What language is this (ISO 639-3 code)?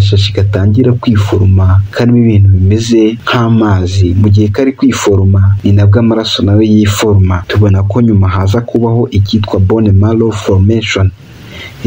kin